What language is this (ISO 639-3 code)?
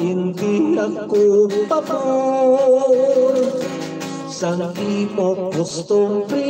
hil